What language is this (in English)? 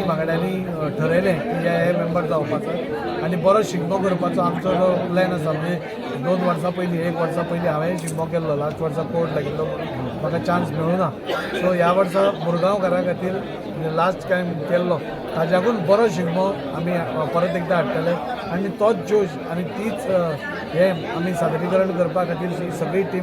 Konkani